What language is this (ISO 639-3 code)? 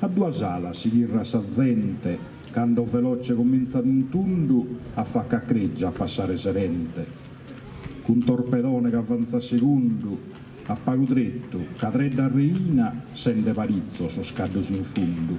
srd